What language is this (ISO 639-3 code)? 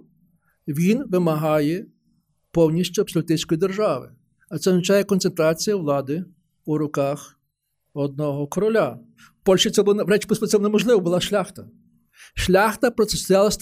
ukr